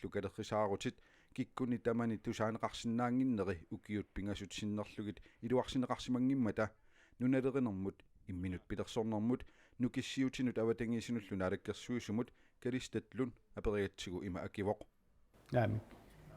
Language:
Kalaallisut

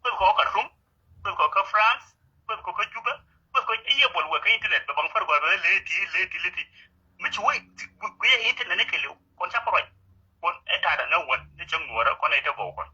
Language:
Nuer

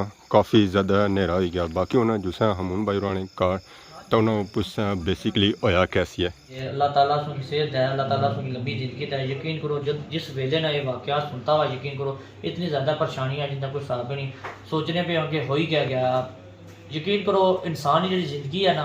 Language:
Pahari-Potwari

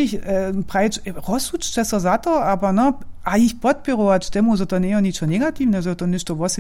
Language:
Upper Sorbian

